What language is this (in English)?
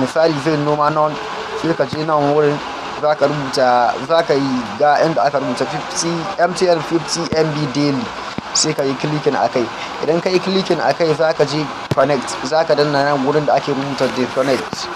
Hausa